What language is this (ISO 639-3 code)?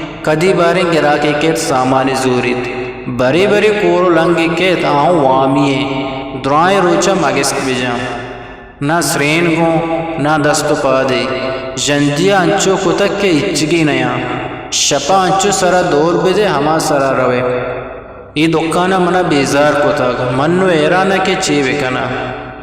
bgp